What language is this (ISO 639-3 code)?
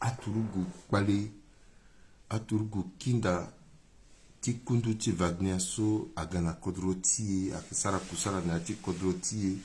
sag